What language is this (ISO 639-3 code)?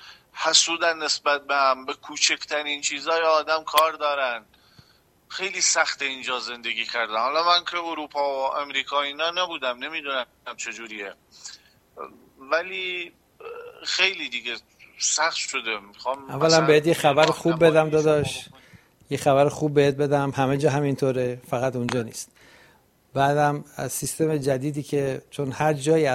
fas